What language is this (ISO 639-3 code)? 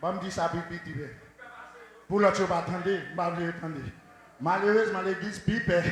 hat